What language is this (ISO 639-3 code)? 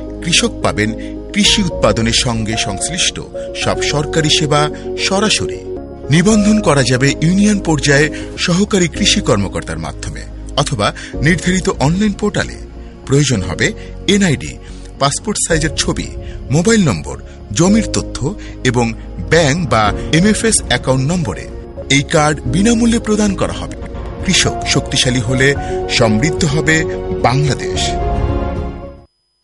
ben